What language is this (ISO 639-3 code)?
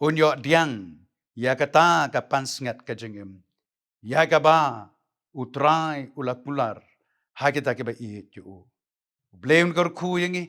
kha